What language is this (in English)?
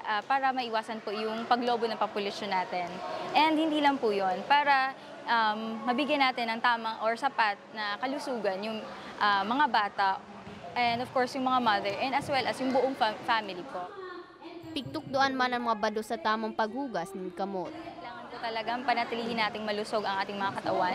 Bikol